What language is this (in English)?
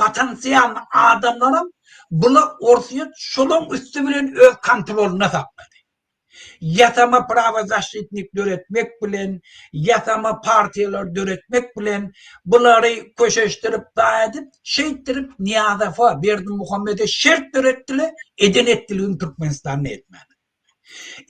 Turkmen